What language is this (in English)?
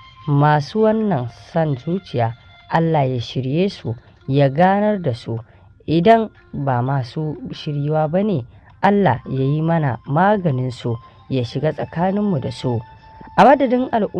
Hausa